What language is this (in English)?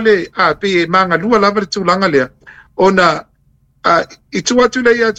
Samoan